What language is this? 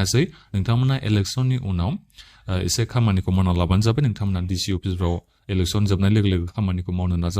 Bodo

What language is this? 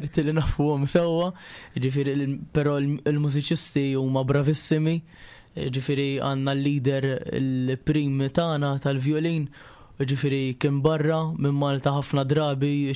Maltese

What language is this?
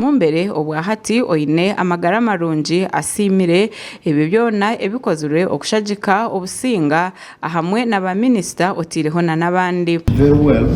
Nyankole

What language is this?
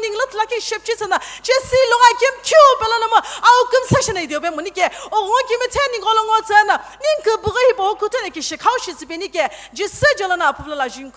Sumi Naga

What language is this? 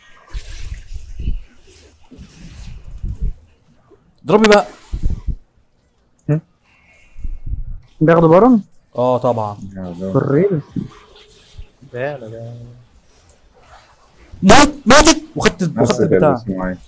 Egyptian Arabic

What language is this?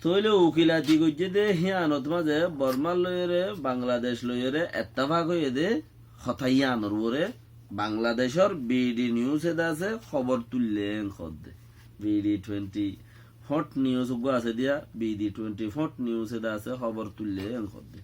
Rohingya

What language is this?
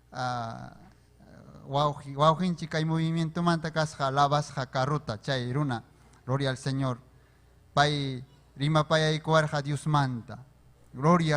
Ayacucho Quechua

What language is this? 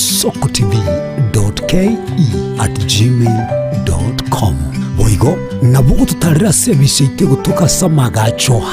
Gusii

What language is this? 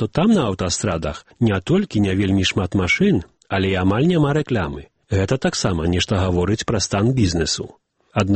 Belarusian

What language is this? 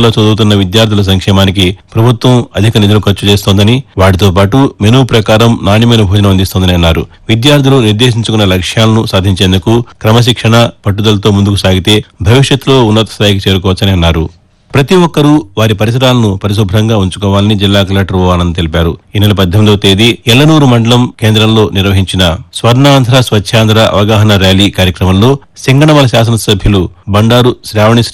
Telugu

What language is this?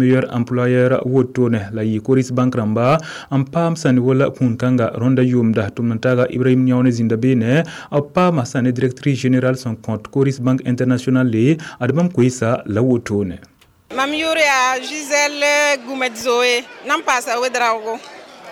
Mossi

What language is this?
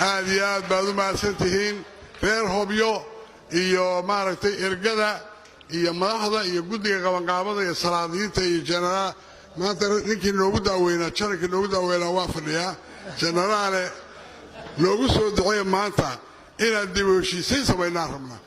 Somali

